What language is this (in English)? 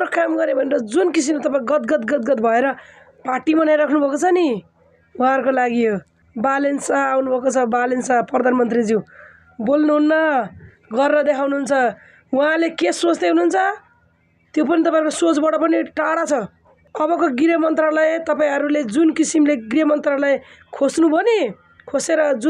Nepali